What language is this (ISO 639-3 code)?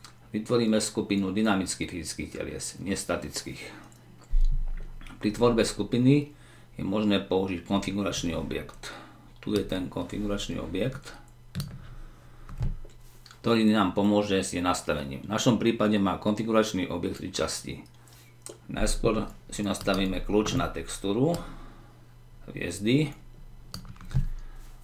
slk